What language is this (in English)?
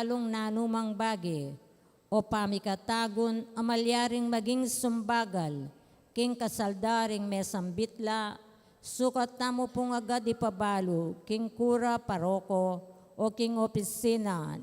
Pampanga